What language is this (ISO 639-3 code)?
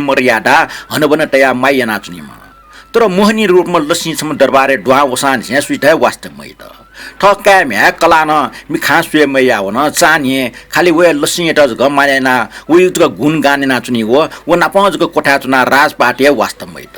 new